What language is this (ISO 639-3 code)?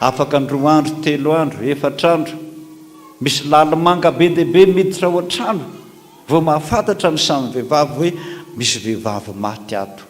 mlg